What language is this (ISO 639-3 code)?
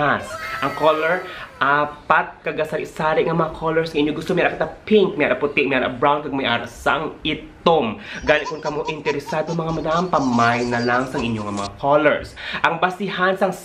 hil